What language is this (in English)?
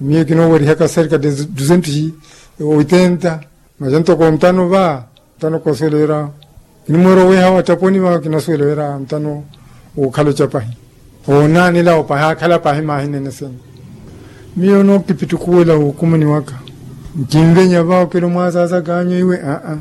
Makhuwa